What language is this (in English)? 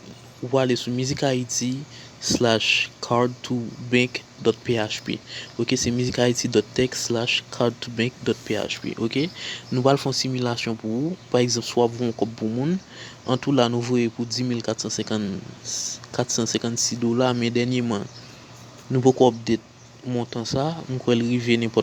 Haitian Creole